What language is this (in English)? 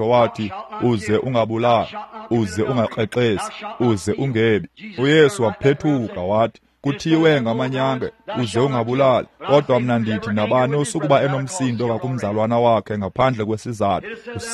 Xhosa